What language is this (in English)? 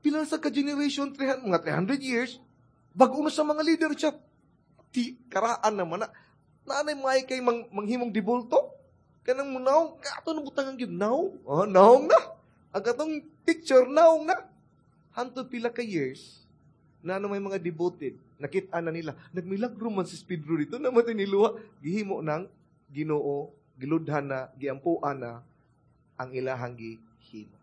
Cebuano